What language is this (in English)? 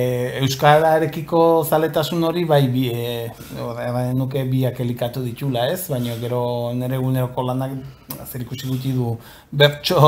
Basque